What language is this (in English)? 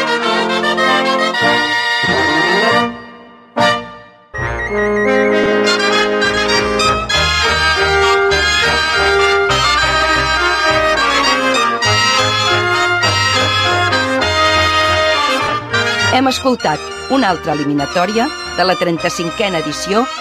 Catalan